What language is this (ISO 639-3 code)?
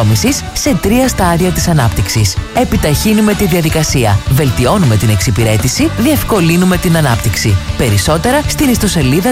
ell